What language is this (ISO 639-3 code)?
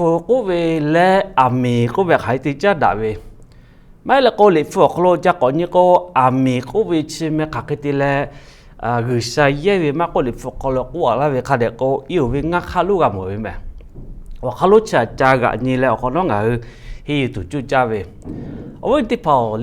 lhu